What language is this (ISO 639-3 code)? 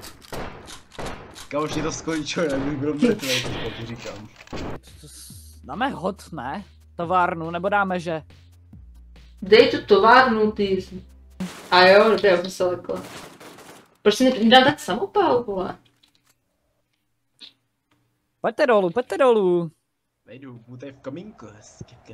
ces